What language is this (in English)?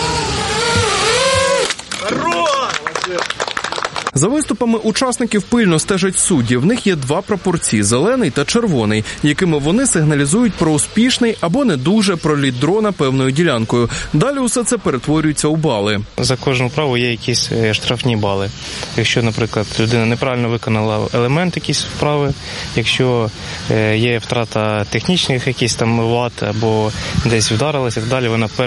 Ukrainian